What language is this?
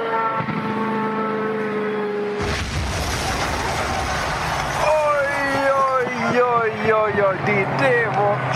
Swedish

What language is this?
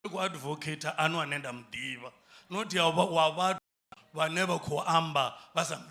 Venda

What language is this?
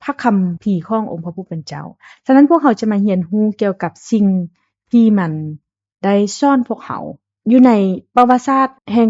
Lao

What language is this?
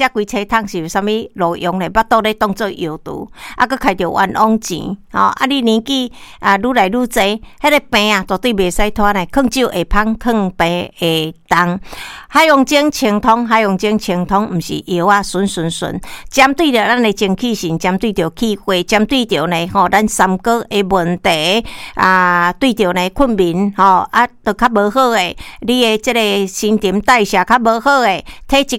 Min Nan Chinese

